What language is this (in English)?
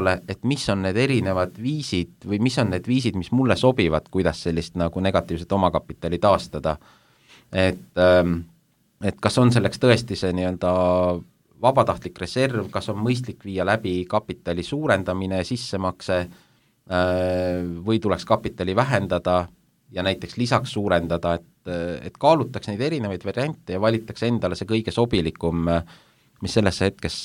Estonian